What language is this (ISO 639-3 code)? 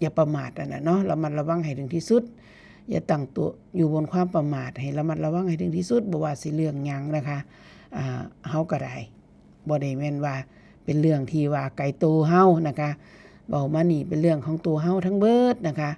tts